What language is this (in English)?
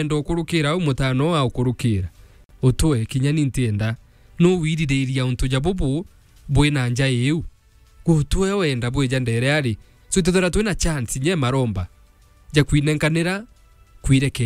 Meru